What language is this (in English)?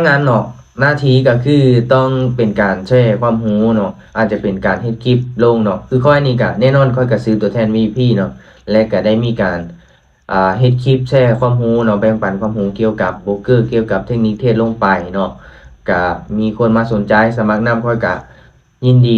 Lao